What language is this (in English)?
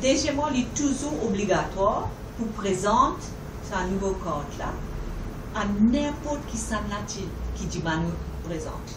Morisyen